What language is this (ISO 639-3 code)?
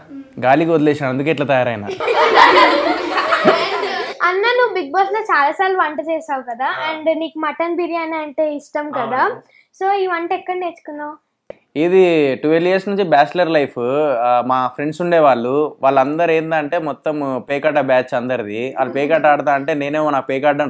tel